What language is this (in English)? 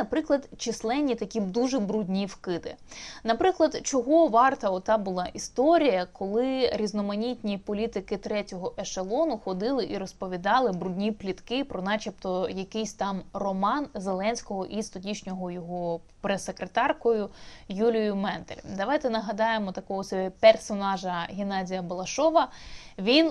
Ukrainian